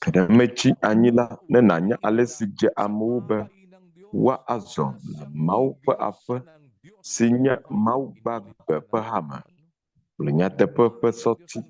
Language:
Ewe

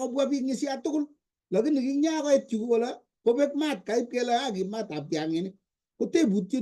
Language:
Kalenjin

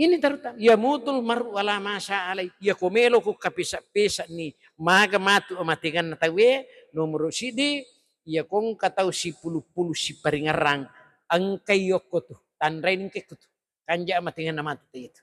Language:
Buginese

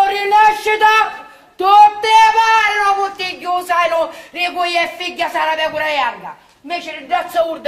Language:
Sicilian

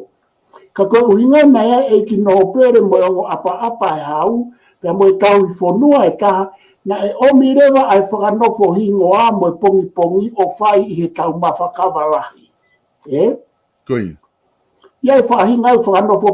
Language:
Tongan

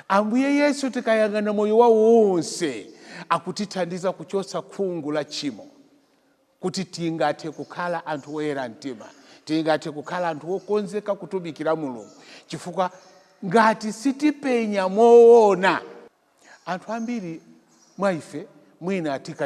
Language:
Nyanja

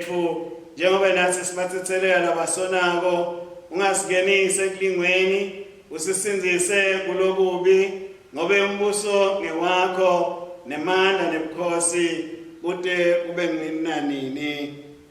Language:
Swati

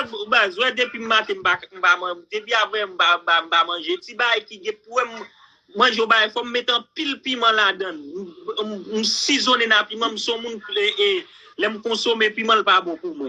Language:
Haitian Creole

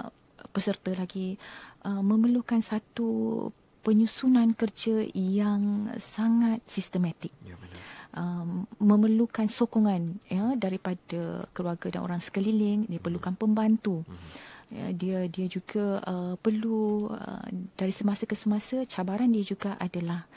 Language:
Malay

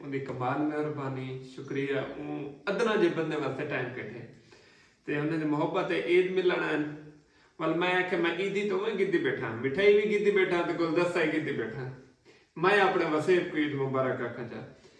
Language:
Saraiki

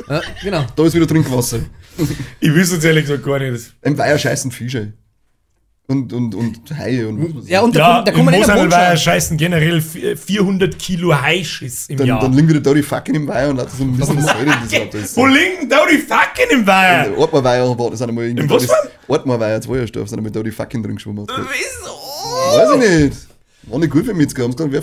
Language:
Bavarian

